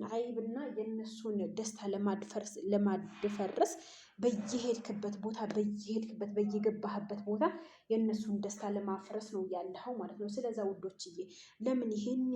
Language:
Amharic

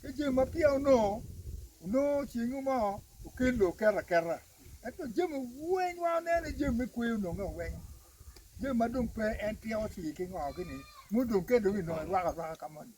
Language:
Acoli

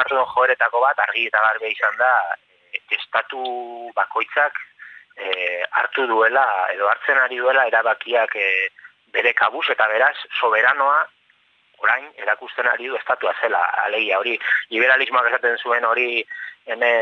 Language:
Basque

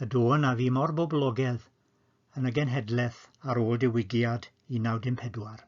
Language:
Welsh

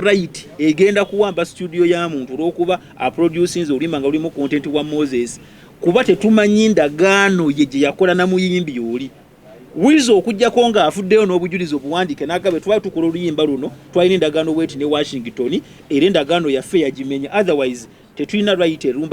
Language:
Ganda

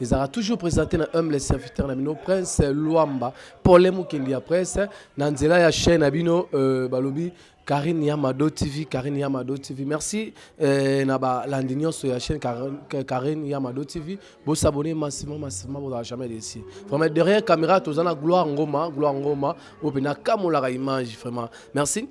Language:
Lingala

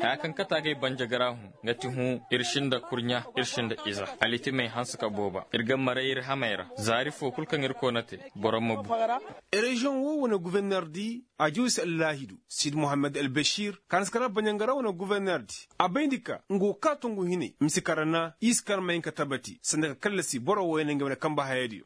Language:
Koyraboro Senni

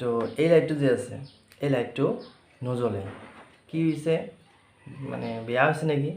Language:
Assamese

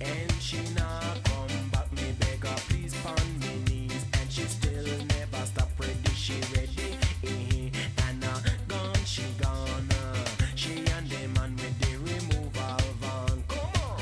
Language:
Fijian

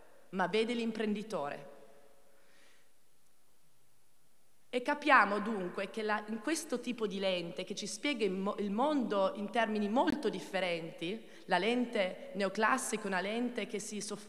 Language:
Italian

